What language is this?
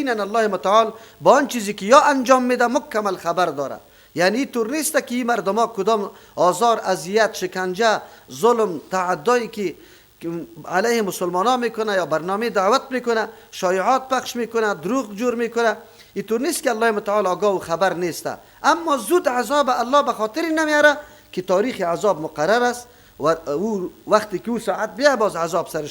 Persian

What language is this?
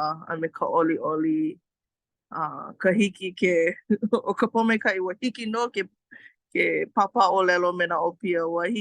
Hawaiian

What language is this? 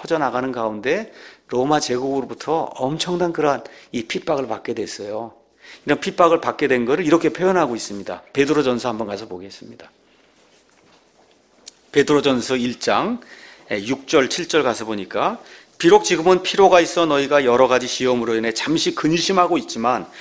Korean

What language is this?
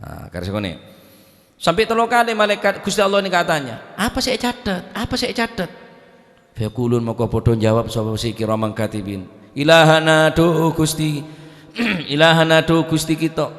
Madurese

